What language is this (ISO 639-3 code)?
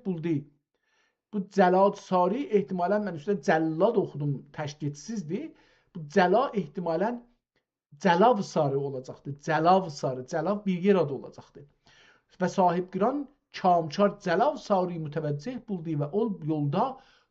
azb